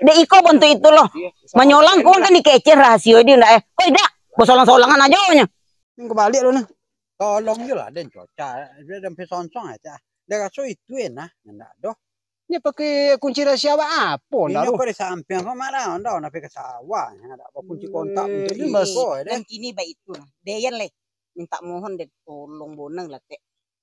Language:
Minangkabau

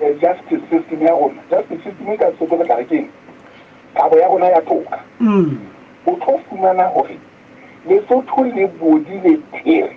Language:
Southern Sotho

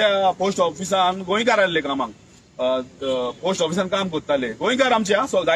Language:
Konkani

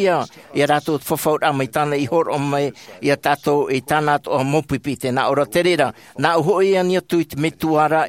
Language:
Tahitian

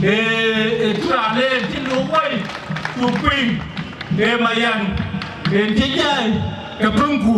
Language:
Dinka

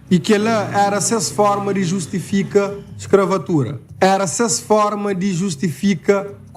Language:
Kabuverdianu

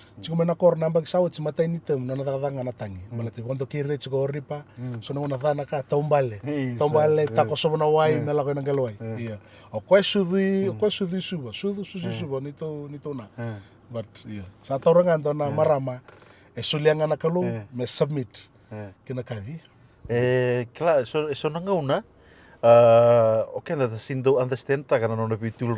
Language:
Fijian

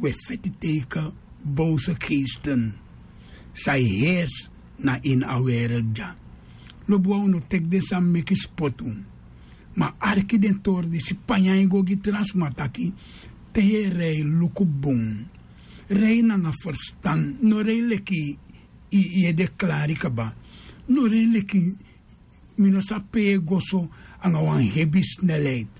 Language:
Sranan Tongo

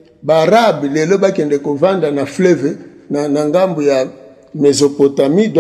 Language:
Lingala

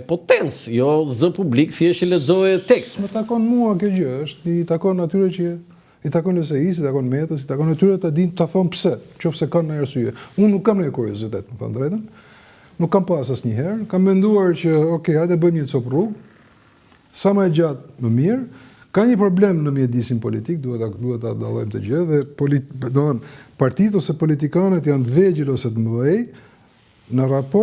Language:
Albanian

